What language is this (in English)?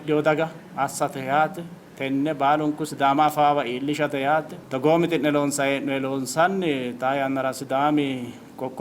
Sidamo